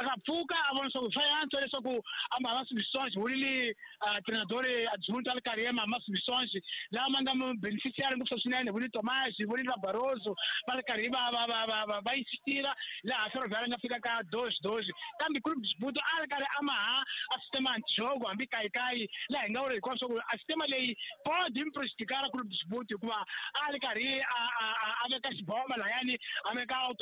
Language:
Tsonga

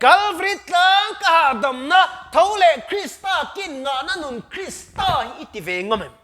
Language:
Mizo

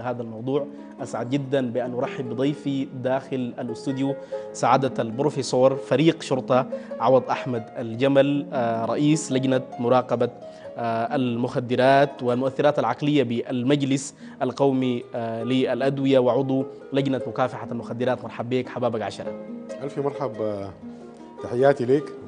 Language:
Sudanese Arabic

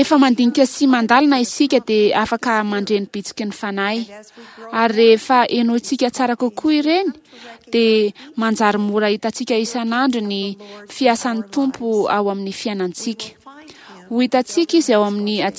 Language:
Malagasy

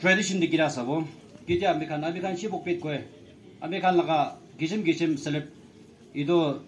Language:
Naga Pidgin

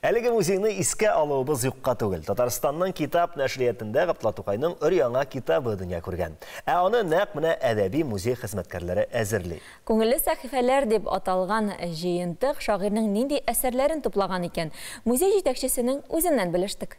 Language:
Tatar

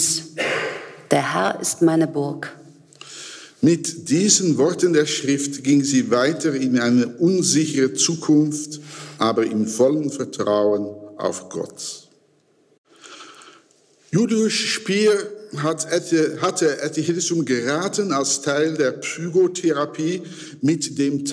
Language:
German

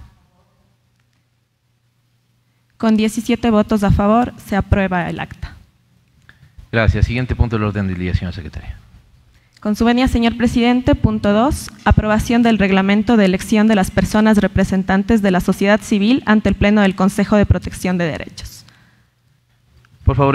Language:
Spanish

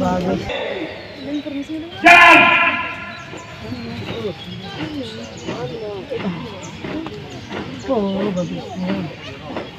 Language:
Indonesian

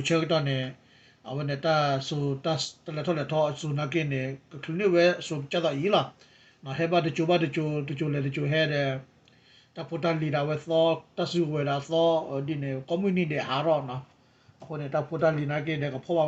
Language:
S'gaw Karen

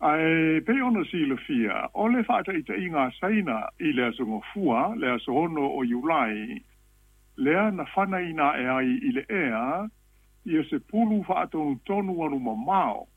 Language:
Samoan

